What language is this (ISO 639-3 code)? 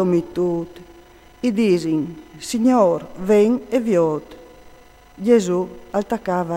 fur